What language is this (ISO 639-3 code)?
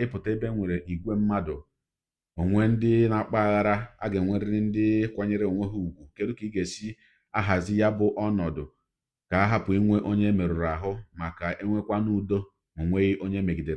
ibo